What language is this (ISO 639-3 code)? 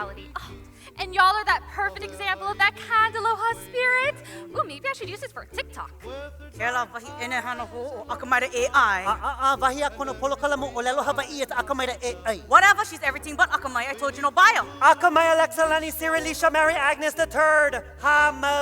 haw